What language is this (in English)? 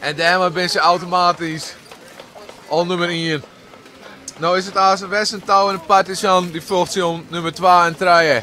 Western Frisian